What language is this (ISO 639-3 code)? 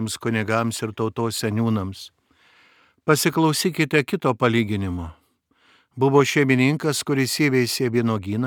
lit